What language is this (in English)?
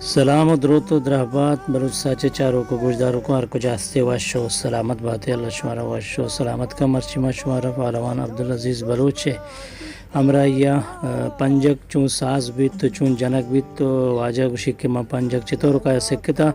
Eastern Balochi